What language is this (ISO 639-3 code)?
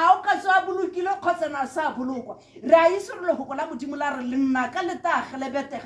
tsn